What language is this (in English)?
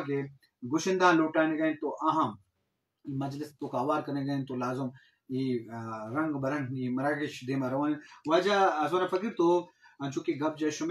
Eastern Balochi